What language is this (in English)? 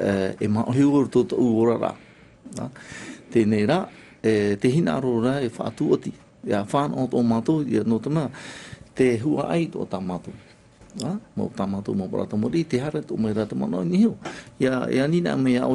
Tahitian